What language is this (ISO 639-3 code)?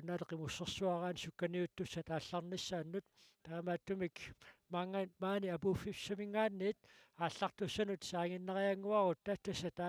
kal